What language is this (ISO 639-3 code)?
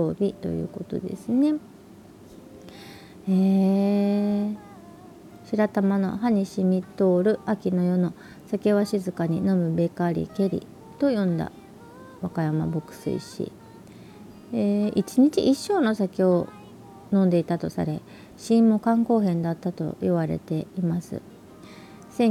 jpn